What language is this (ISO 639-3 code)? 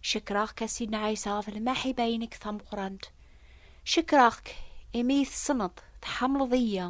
kab